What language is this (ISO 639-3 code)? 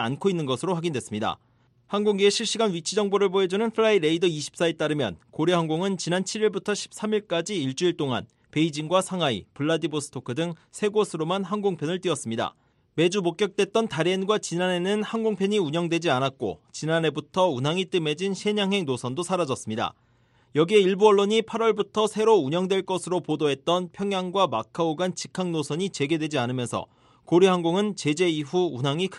kor